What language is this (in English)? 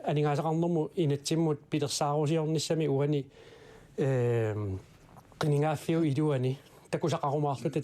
Kalaallisut